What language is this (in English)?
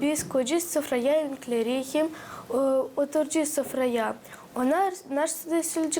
Gagauz